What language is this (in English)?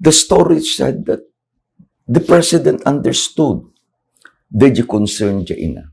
Iloko